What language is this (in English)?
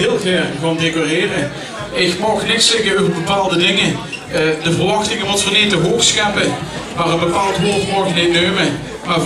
Limburgish